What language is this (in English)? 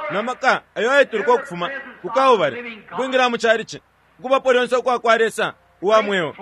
Bemba